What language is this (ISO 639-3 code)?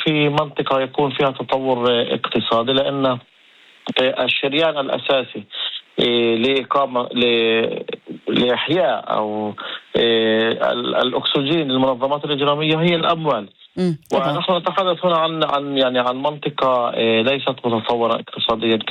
ara